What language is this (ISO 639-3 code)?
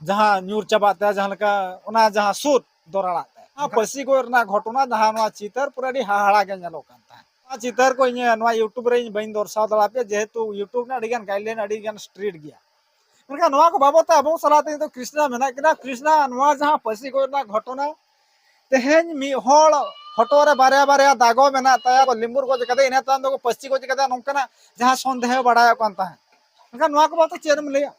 sat